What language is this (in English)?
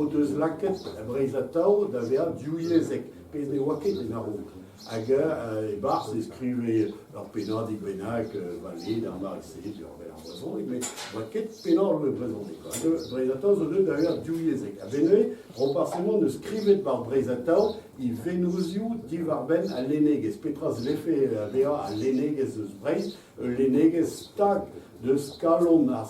Breton